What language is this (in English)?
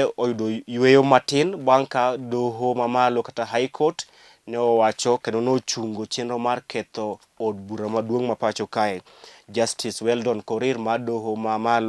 Luo (Kenya and Tanzania)